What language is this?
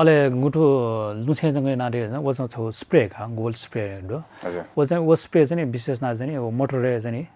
Newari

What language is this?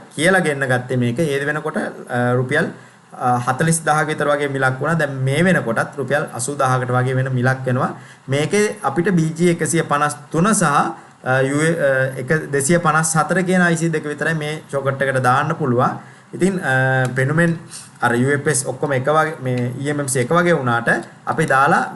Sinhala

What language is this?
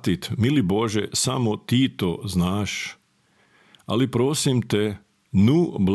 Serbian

